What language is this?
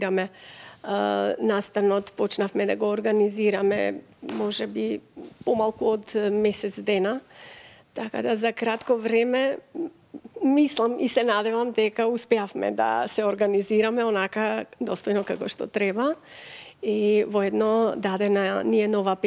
Macedonian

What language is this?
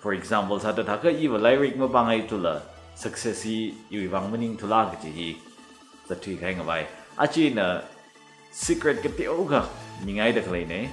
Tangkhul Naga (India)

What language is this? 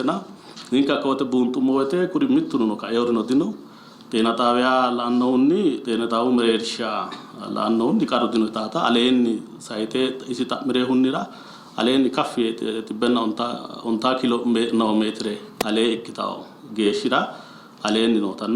Sidamo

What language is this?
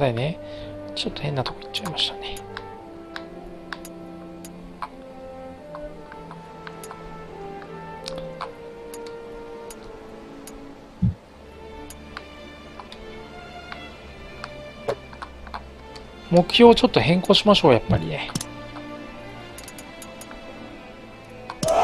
Japanese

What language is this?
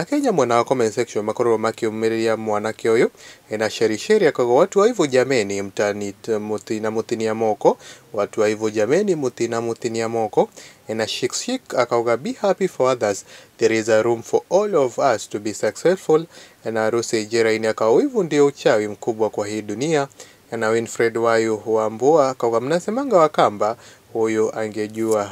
Kikuyu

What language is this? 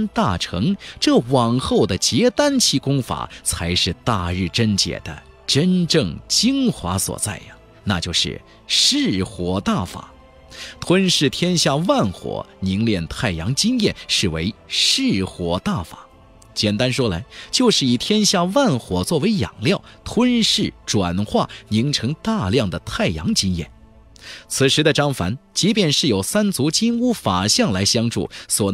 Chinese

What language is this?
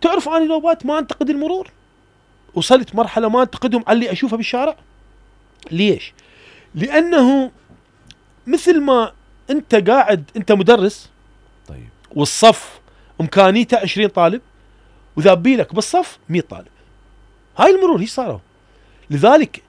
Mesopotamian Arabic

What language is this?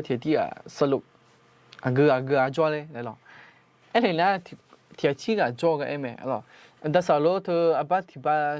Akha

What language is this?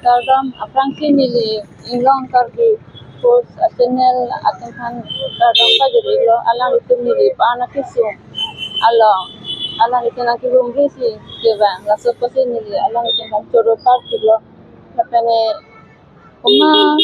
Karbi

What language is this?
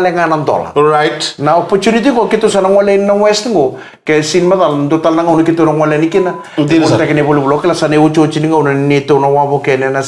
Fijian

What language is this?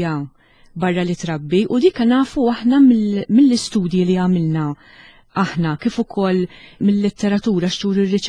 Maltese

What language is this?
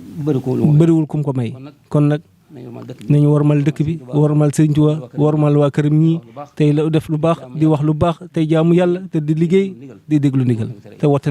Wolof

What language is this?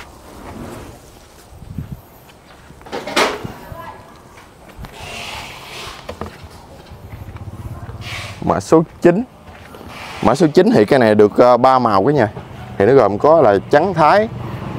Vietnamese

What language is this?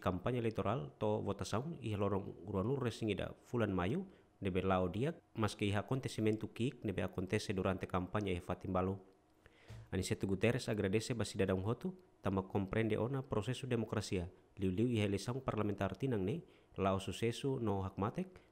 Tetum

